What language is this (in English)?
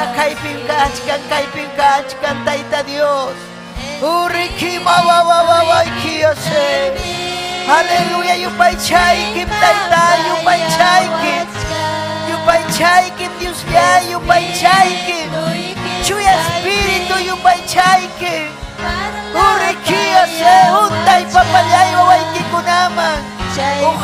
Ayacucho Quechua